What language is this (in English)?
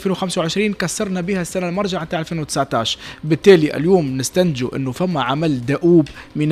Tunisian Arabic